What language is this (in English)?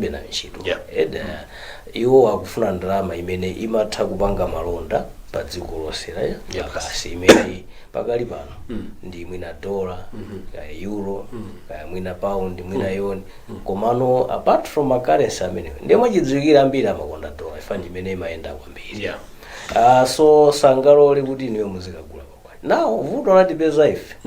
Nyanja